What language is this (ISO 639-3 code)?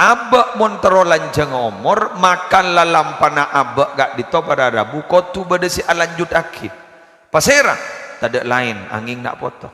mad